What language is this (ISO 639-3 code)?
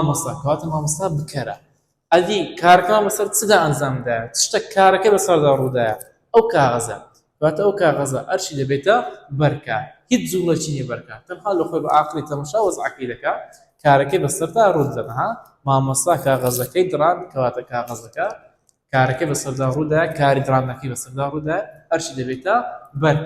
ckb